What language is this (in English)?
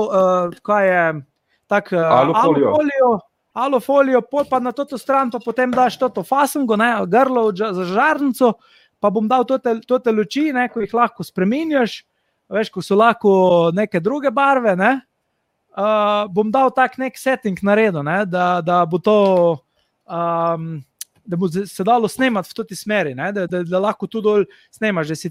Slovenian